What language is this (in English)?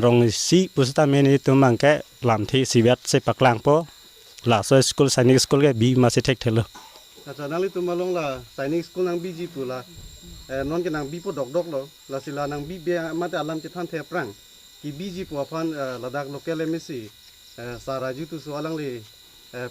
Karbi